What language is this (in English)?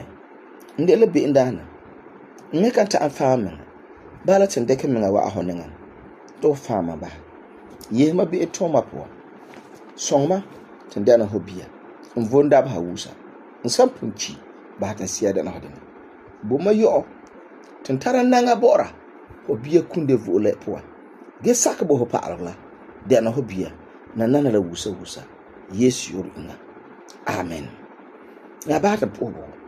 Frafra